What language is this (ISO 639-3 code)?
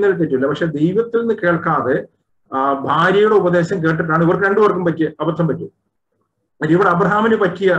mal